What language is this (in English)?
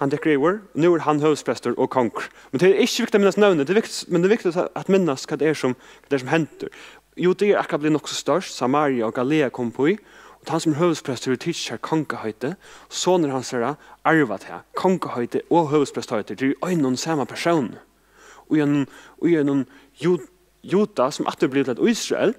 Faroese